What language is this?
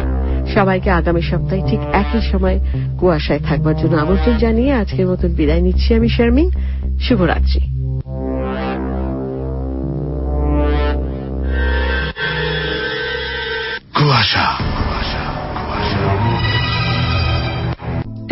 Bangla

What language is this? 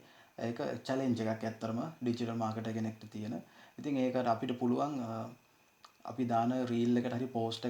Sinhala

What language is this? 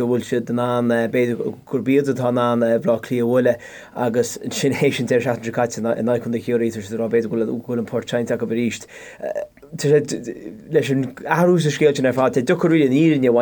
Irish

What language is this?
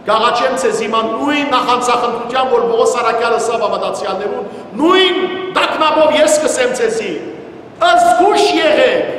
Western Armenian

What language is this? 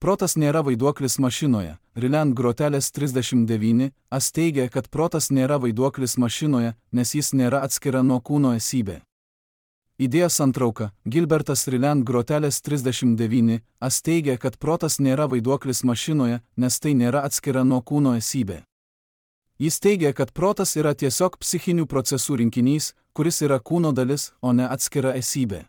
Lithuanian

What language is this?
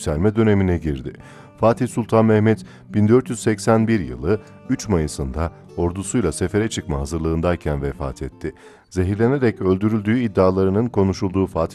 Turkish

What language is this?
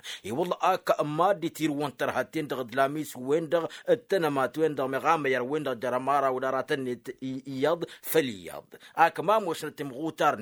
Tamasheq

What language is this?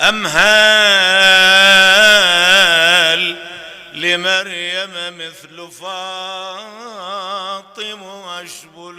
Mesopotamian Arabic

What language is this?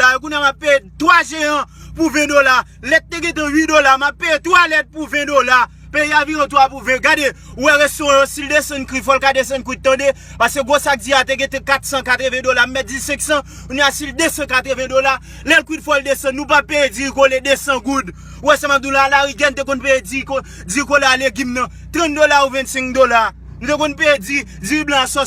Haitian Creole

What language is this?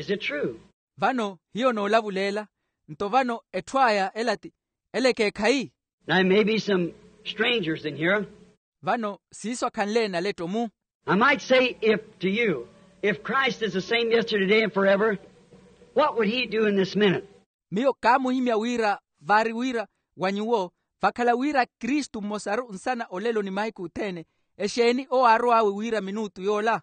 Makhuwa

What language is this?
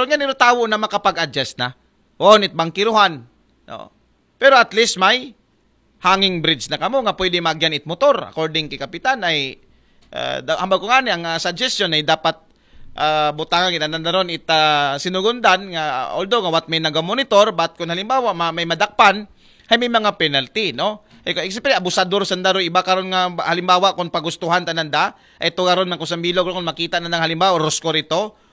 Aklanon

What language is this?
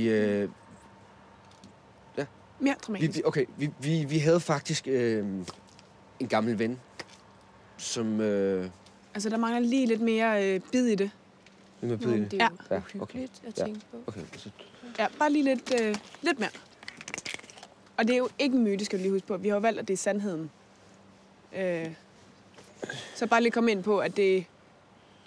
Danish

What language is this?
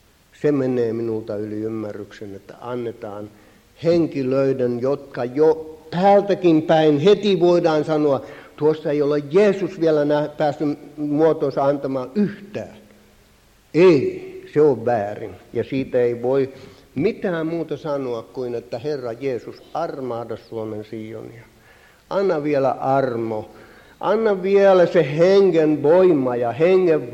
Finnish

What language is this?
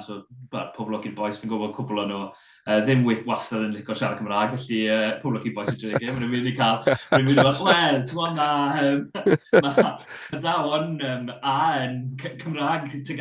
Welsh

